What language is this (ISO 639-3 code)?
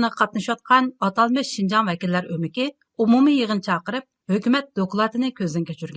uig